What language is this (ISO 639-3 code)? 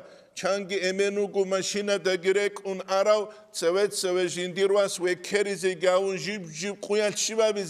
ava